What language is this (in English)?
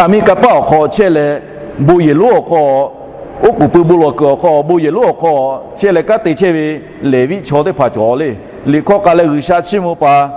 Lahu